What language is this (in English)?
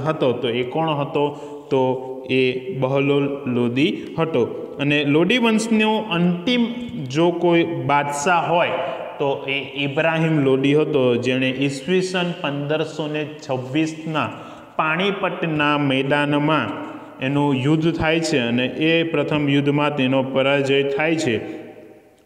Gujarati